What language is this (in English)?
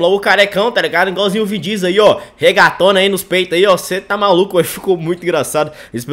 Portuguese